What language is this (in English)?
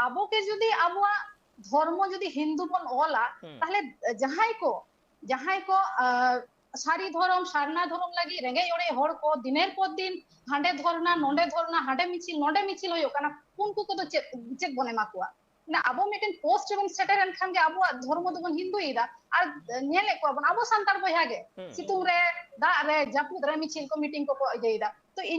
Santali